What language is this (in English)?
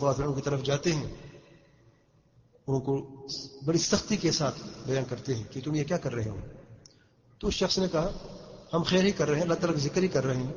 Urdu